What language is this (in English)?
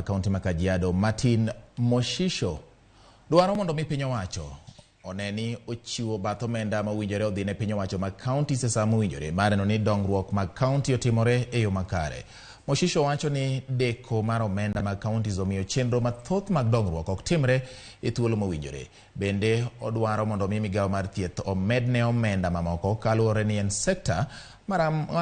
Luo (Kenya and Tanzania)